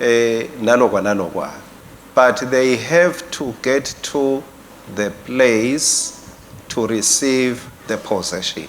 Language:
Swati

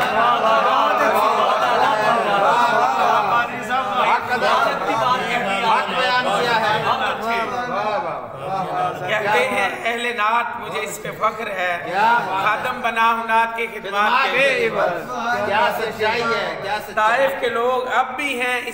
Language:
Urdu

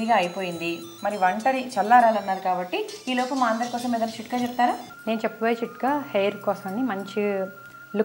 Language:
Telugu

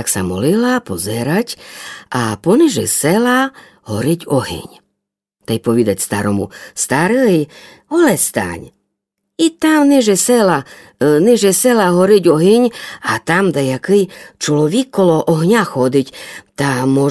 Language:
Rusyn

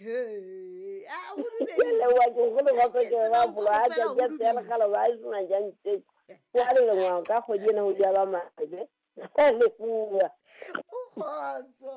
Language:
Southern Sotho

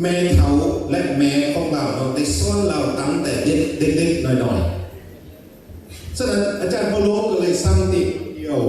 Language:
Lao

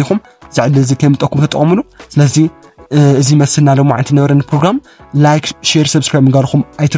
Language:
Tigrinya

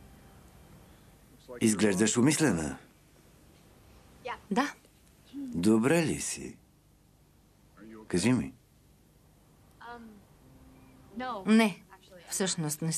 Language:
Bulgarian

